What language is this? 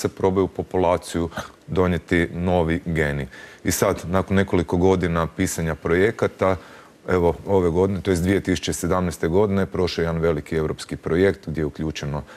Croatian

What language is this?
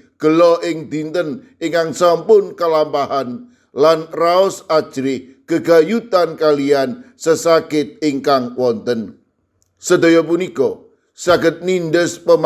Javanese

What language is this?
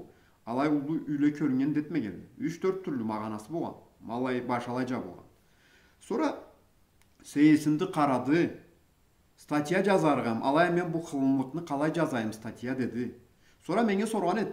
Karachay-Balkar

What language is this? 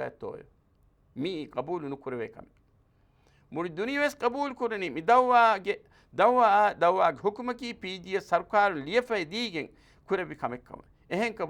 Divehi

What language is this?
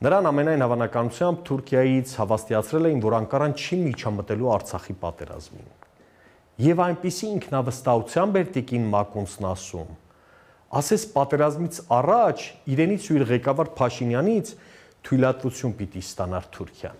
Armenian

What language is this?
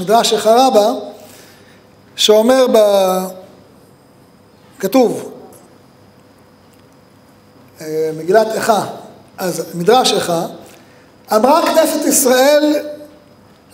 Hebrew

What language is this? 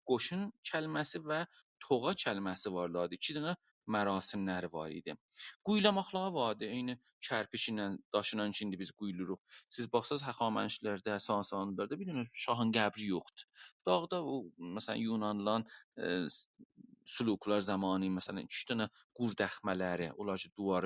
South Azerbaijani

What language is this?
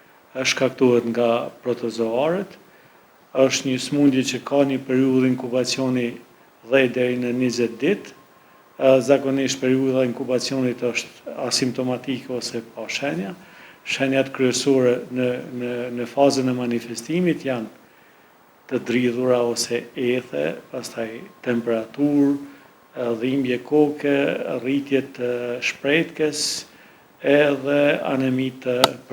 Albanian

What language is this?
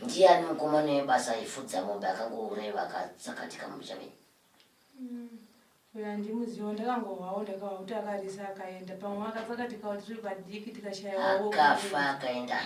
Shona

